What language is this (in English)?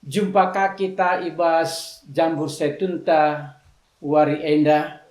Batak Karo